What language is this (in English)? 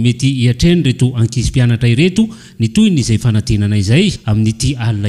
Malagasy